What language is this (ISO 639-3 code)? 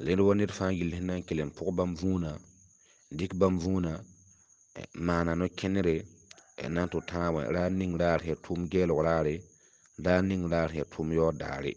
mos